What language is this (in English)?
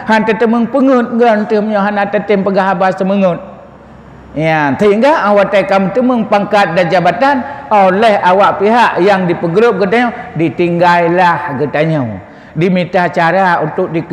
Achinese